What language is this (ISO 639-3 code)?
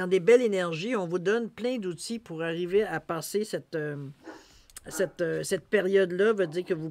fra